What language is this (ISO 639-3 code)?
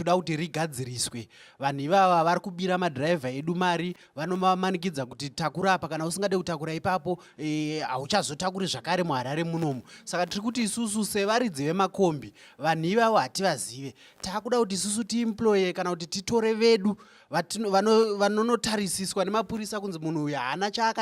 sna